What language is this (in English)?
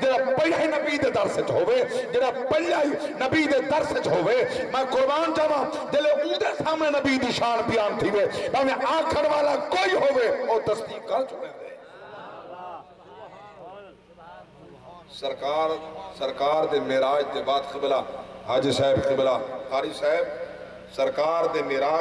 Saraiki